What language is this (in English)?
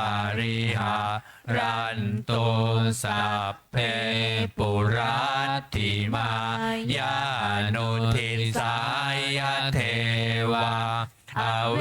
Pali